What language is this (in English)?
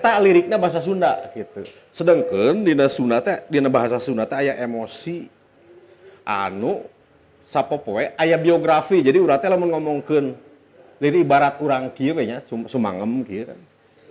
Sundanese